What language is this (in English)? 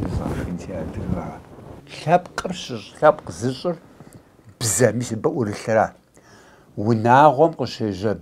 Kabardian